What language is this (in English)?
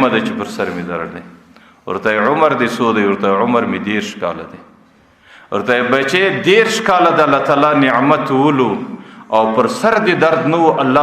Pashto